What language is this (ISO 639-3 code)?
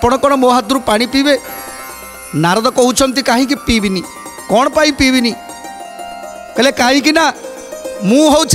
ori